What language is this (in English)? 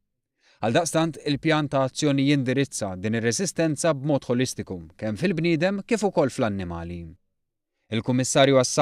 Maltese